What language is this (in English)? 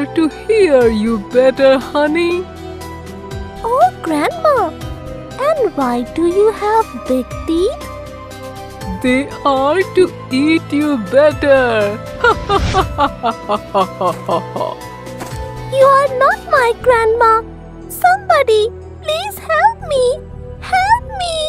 English